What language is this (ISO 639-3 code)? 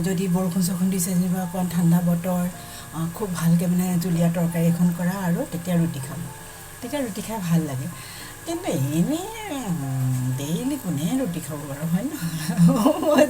asm